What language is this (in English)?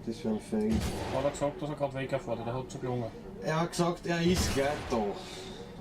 Bavarian